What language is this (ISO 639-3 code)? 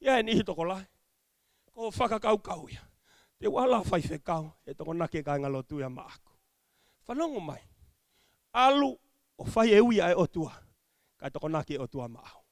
ton